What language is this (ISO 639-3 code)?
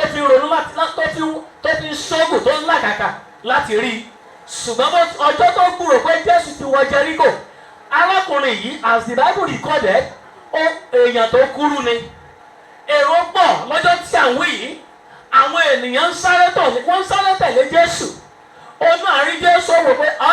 yor